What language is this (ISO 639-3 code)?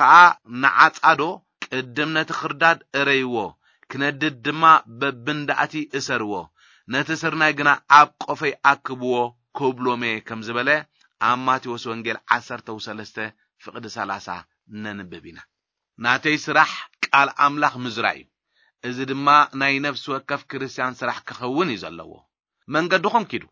tir